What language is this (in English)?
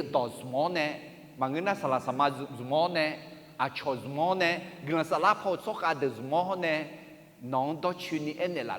Akha